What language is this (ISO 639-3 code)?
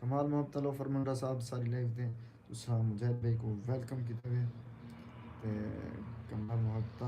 skr